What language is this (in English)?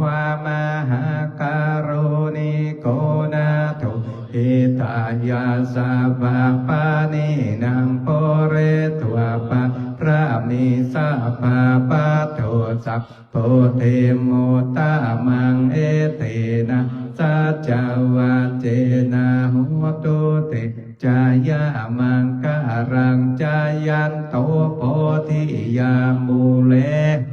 Pali